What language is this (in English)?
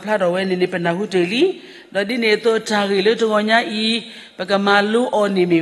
S'gaw Karen